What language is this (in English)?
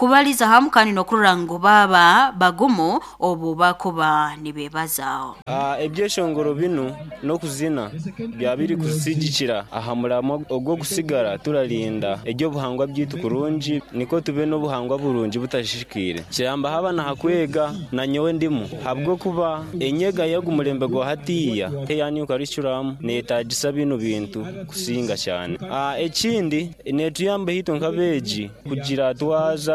Nyoro